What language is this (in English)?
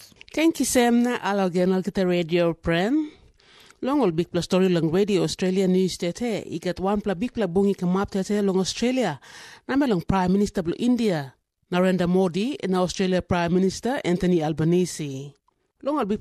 Tok Pisin